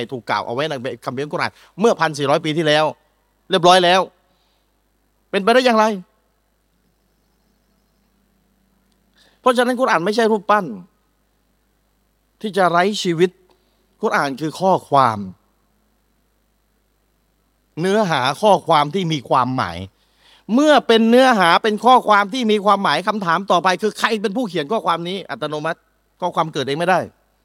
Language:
Thai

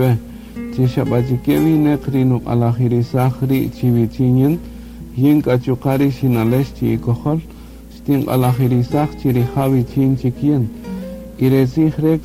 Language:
Kaqchikel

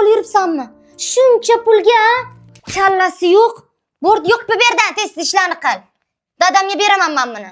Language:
Uzbek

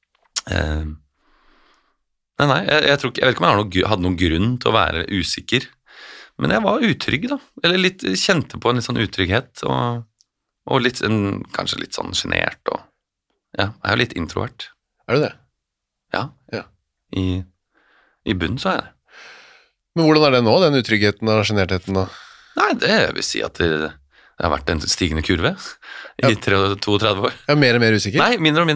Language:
Norwegian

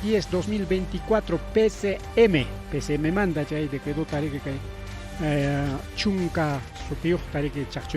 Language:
Ayacucho Quechua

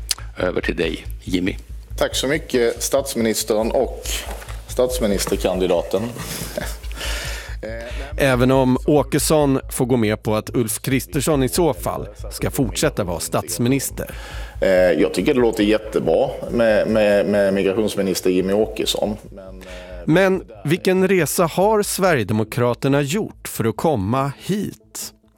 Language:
Swedish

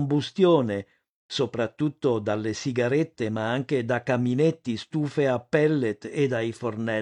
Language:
Italian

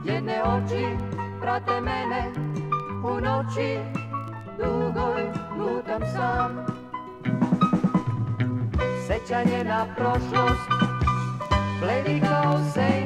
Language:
Serbian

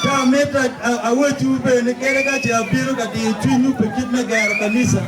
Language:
Acoli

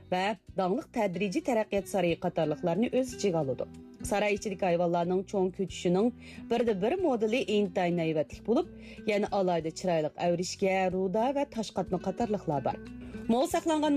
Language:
Uyghur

